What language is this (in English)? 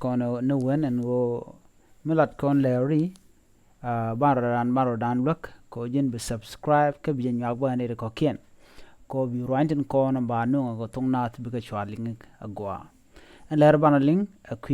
Nuer